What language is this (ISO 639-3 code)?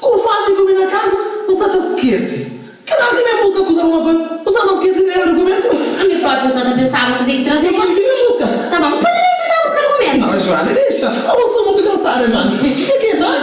kea